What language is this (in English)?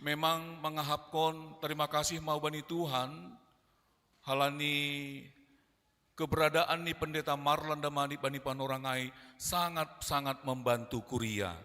Batak Simalungun